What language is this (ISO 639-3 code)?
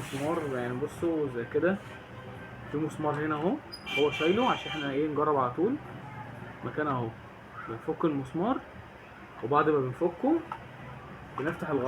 arz